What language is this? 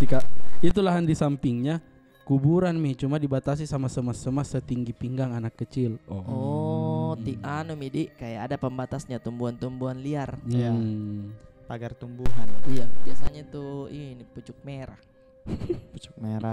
Makassar Malay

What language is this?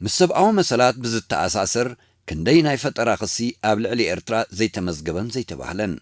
Tigrinya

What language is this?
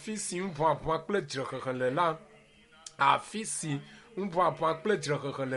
Ewe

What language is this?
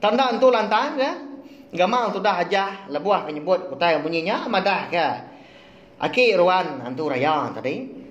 Iban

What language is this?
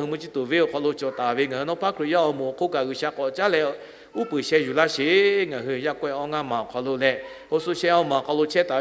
Lahu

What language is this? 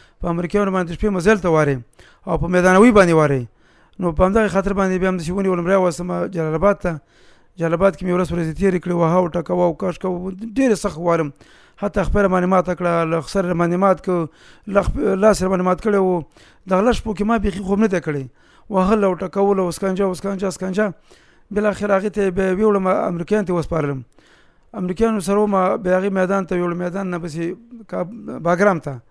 Pashto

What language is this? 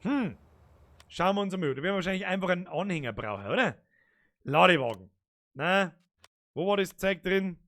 Bavarian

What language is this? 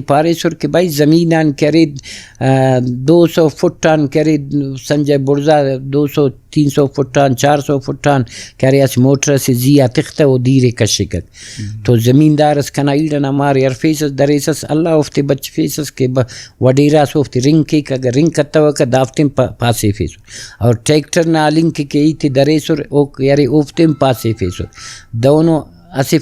Brahui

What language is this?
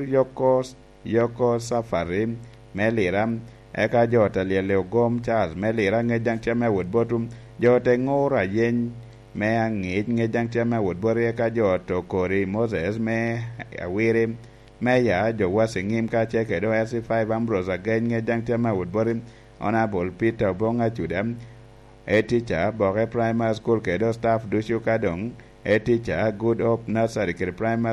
Lango (Uganda)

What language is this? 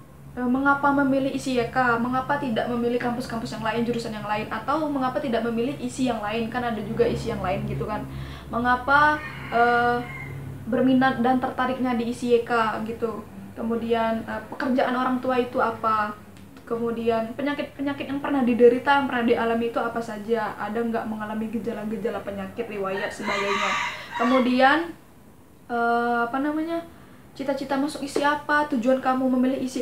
Indonesian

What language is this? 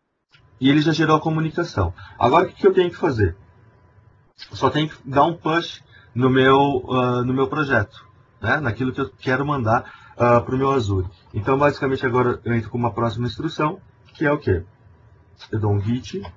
Portuguese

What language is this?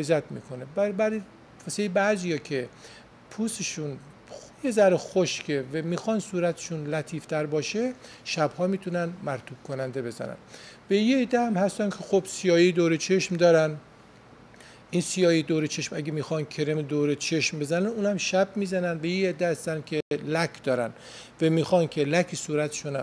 Persian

